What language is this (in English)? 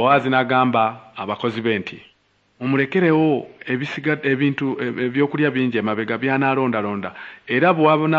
Ganda